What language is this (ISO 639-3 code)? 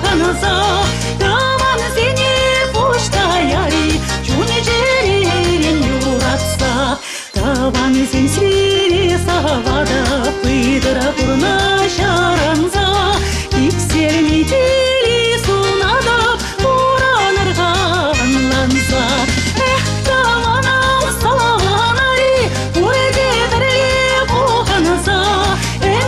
chv